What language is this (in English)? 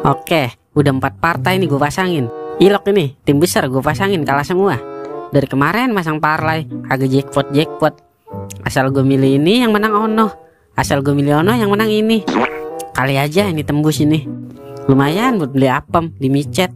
Betawi